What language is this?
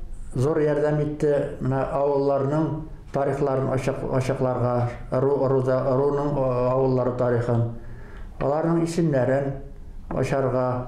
Bashkir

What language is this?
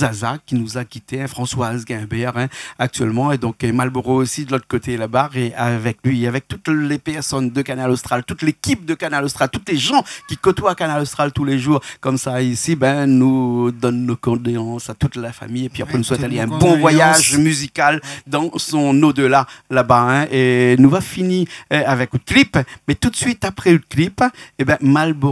Réunion Creole French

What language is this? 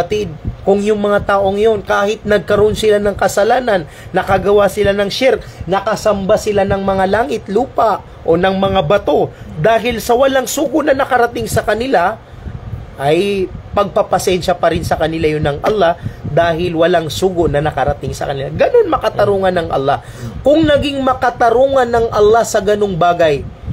Maranao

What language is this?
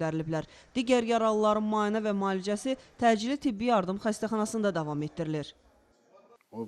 Azerbaijani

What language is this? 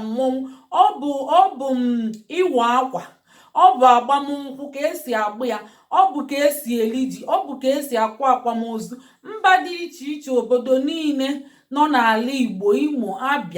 Igbo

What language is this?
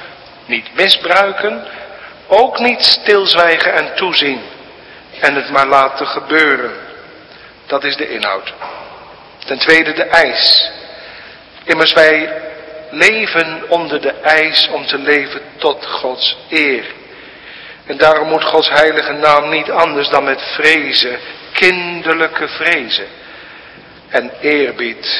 Dutch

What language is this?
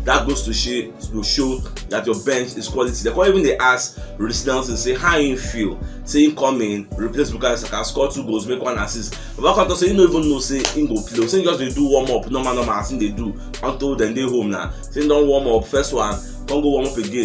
Nigerian Pidgin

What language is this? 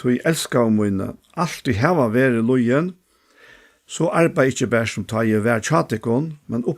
Faroese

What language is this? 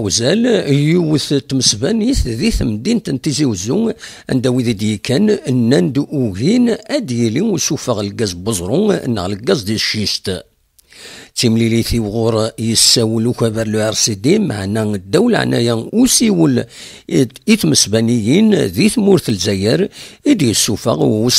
Kabyle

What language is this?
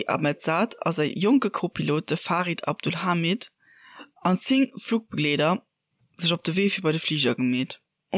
Luxembourgish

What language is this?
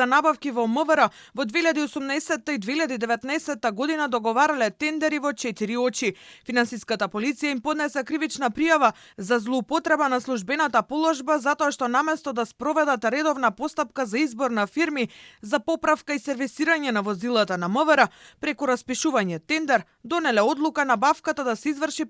Macedonian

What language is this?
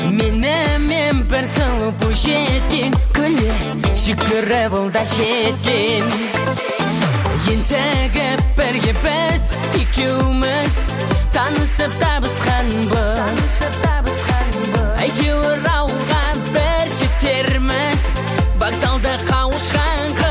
Kazakh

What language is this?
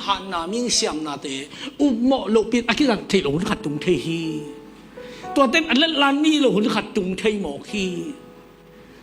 Tedim Chin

